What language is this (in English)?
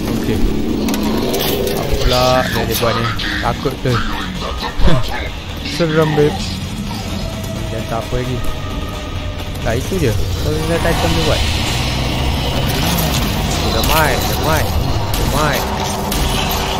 Malay